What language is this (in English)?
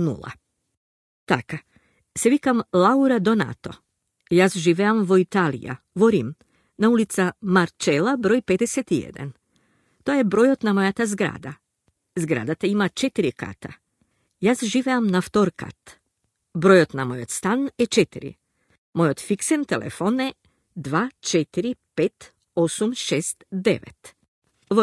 Macedonian